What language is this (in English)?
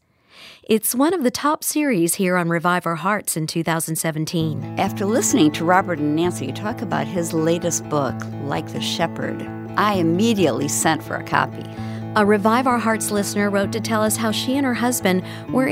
English